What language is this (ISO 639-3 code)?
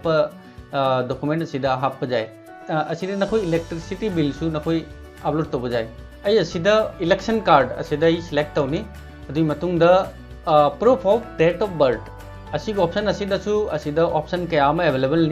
mni